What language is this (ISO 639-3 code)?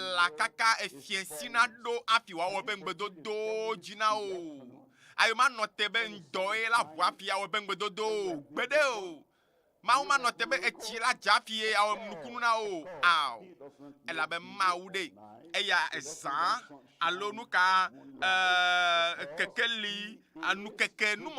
ewe